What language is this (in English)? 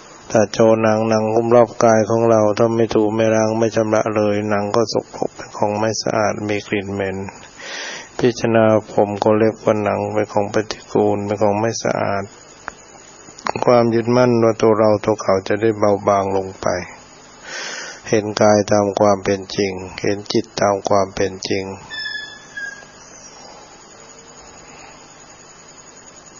Thai